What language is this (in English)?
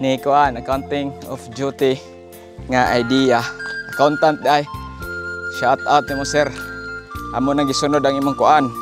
Cebuano